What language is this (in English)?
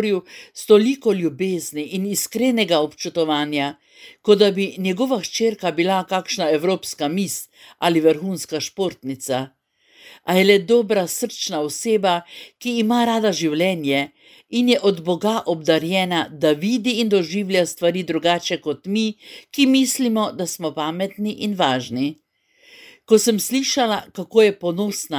Slovenian